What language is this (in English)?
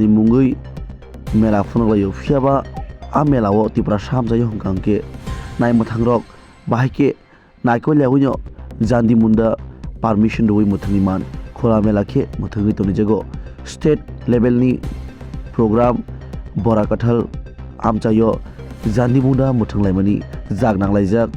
Kok Borok